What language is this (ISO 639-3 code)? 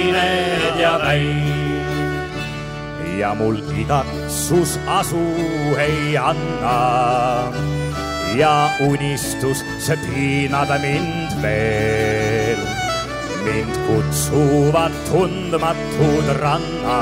est